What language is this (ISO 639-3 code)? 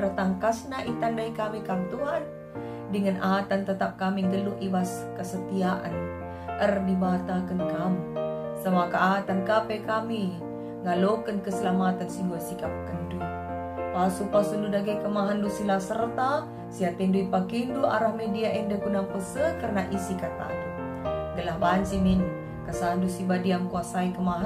btx